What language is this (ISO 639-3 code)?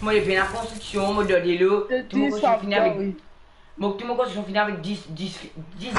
mfe